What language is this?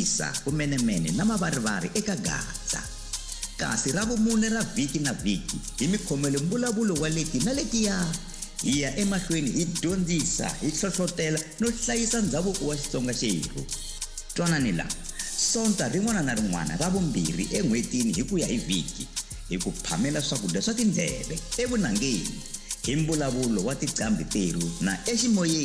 Tsonga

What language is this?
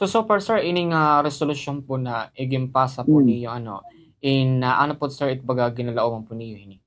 Waray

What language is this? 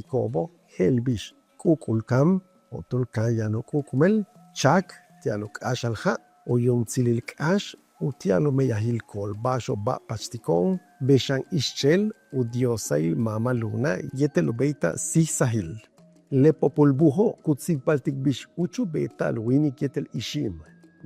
Yucateco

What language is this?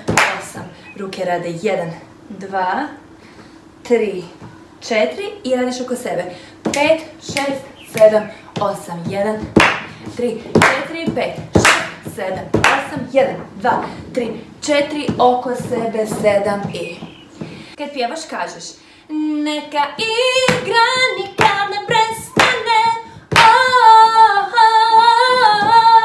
Croatian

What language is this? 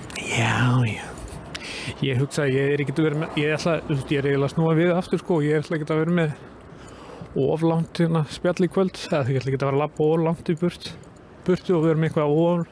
Icelandic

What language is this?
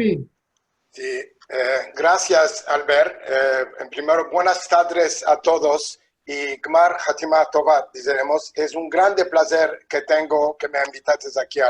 Ladino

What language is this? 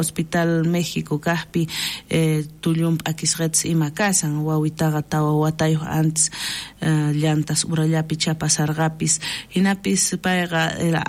South Bolivian Quechua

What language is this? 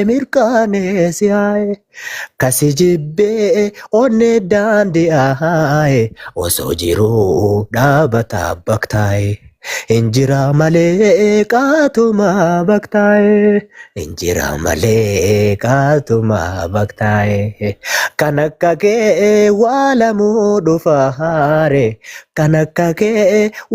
Oromo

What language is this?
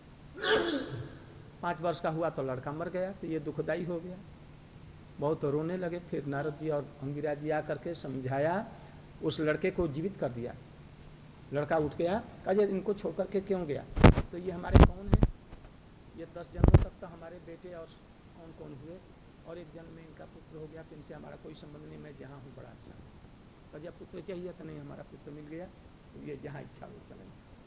Hindi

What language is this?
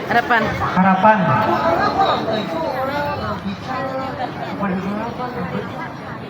Banjar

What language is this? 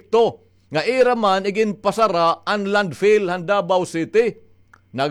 Waray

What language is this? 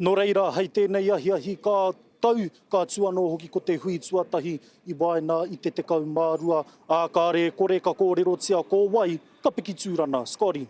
Māori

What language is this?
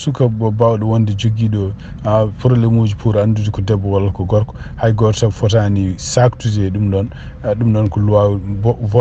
Fula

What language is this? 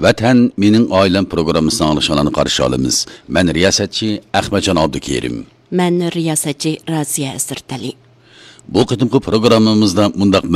Uyghur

